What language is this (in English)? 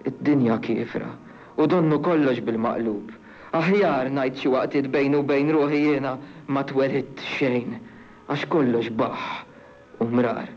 Maltese